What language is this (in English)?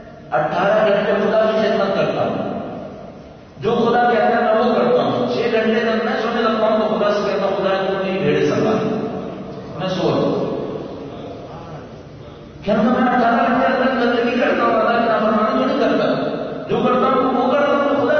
Urdu